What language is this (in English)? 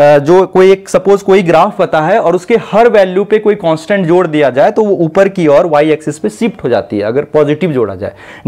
Hindi